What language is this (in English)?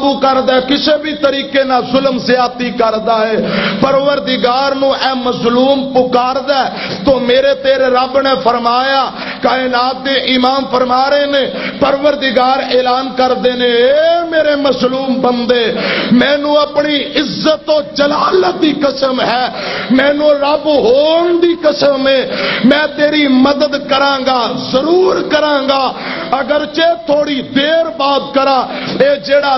Western Panjabi